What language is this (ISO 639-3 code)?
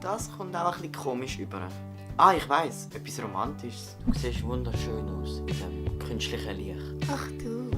gsw